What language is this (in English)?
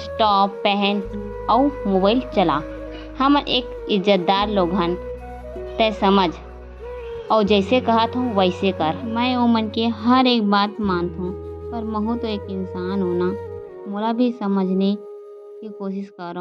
Chhattisgarhi